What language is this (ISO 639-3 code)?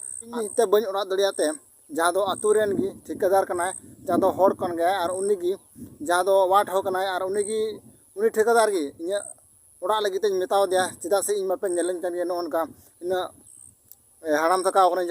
sat